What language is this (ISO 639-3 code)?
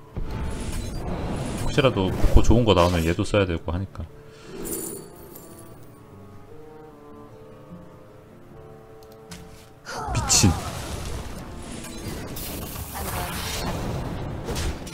kor